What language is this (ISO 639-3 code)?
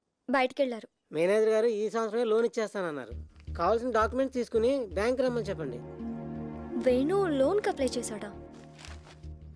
tel